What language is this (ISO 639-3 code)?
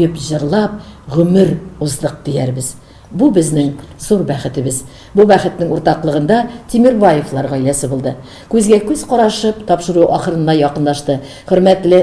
tat